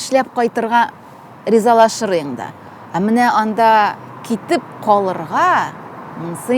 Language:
Tatar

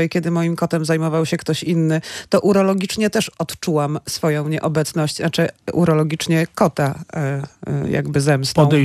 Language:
Polish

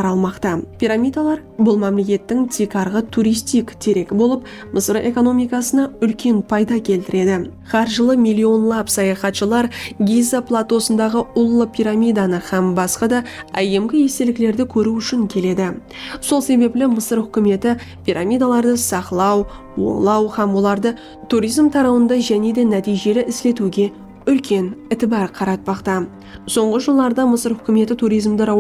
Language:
Kara-Kalpak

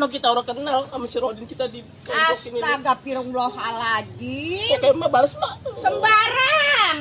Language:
Betawi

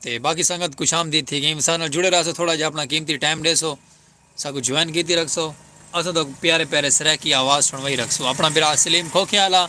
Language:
Saraiki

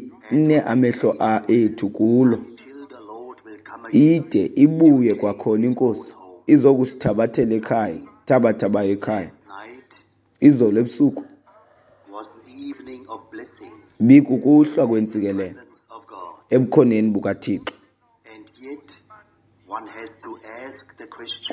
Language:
Xhosa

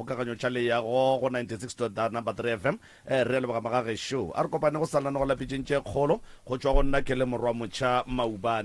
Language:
Northern Sotho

